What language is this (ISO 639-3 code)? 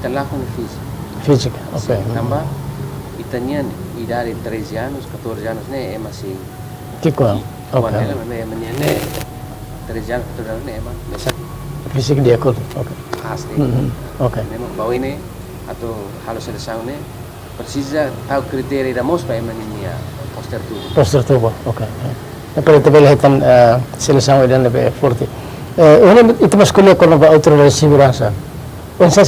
tet